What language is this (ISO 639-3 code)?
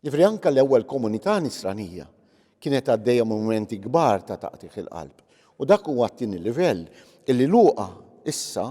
mlt